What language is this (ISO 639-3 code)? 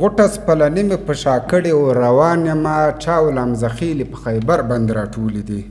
pus